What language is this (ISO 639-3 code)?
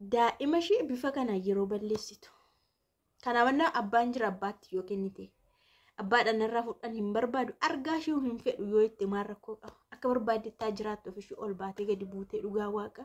orm